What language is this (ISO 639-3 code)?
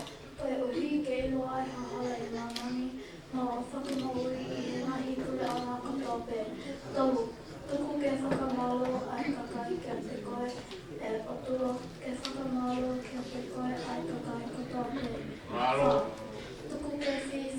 ton